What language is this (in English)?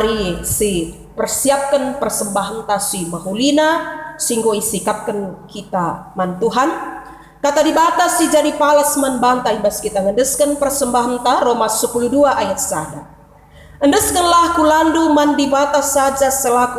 Batak Karo